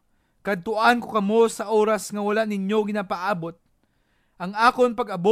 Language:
Hiligaynon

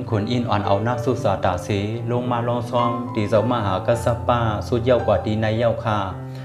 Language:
Shan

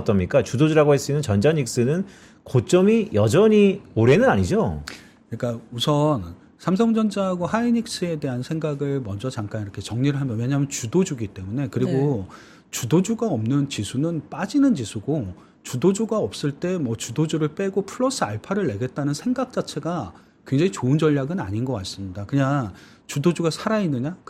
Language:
Korean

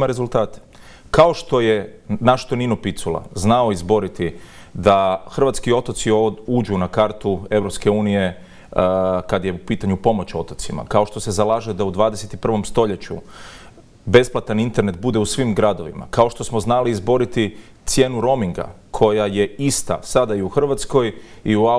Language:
Croatian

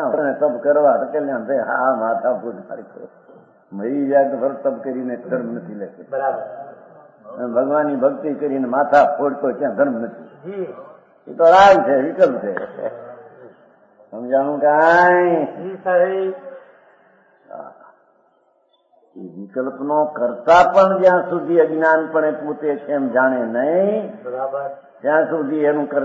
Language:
Gujarati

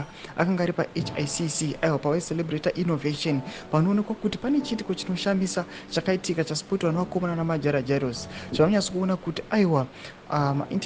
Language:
Shona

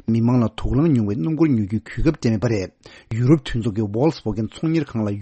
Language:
Tibetan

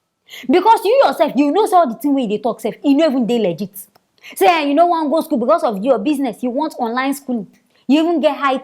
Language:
Nigerian Pidgin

